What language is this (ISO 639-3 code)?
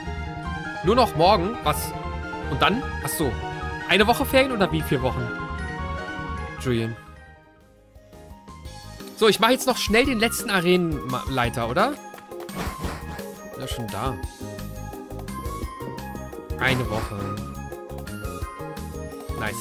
deu